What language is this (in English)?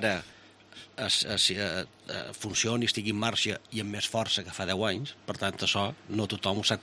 Catalan